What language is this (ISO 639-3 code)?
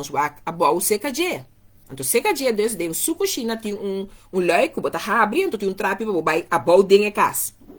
pap